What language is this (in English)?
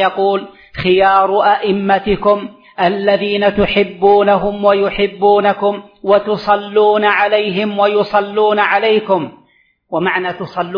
Arabic